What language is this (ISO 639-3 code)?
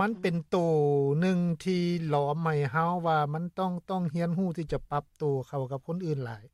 lao